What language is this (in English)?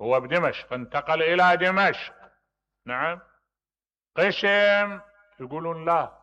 Mesopotamian Arabic